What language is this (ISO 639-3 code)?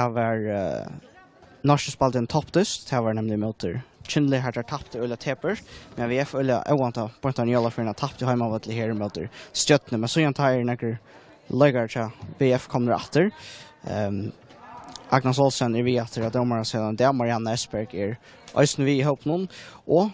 fao